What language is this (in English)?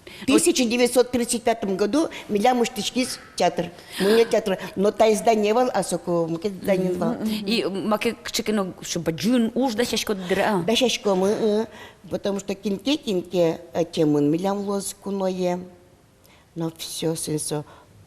Udmurt